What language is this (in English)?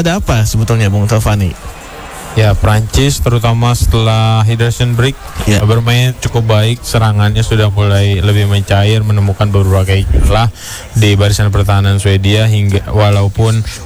Indonesian